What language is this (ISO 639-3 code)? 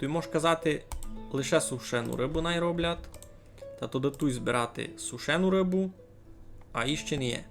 rue